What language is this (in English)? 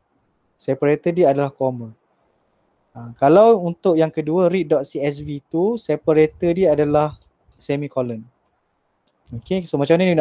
Malay